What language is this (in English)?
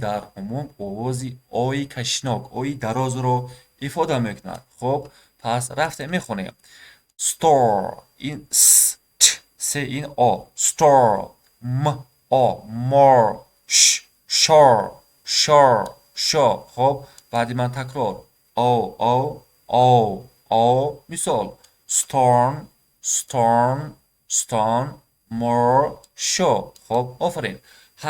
Tajik